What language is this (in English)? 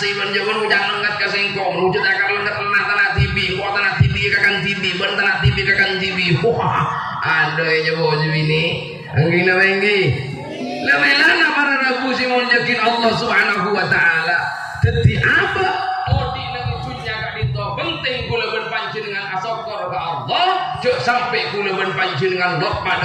Madurese